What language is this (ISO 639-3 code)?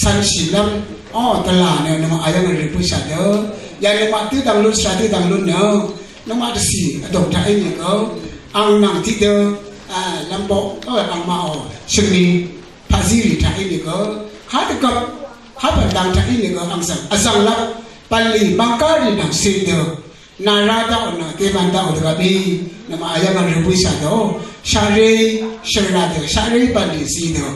raw